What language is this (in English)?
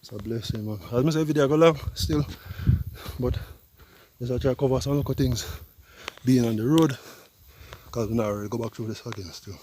Jamaican Creole English